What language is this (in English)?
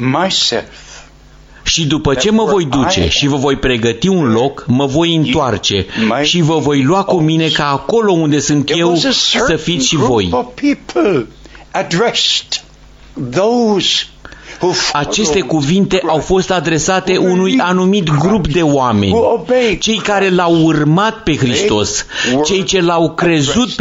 Romanian